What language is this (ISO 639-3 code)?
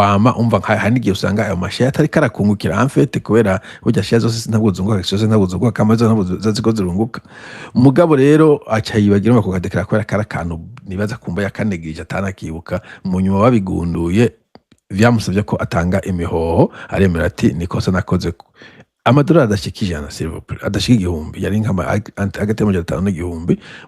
run